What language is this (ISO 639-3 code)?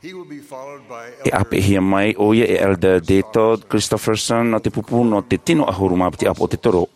tah